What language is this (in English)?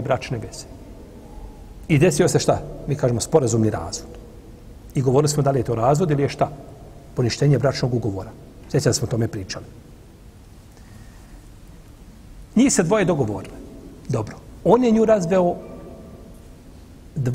Bosnian